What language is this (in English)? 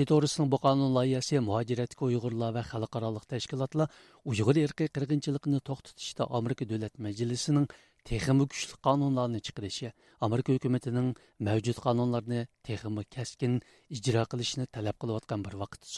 Uyghur